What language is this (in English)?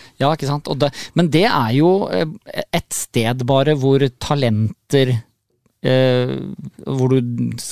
Norwegian